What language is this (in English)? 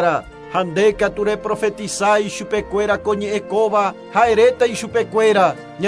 Guarani